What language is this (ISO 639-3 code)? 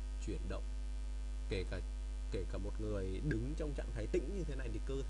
vie